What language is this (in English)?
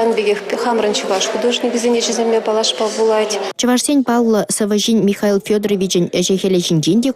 Chuvash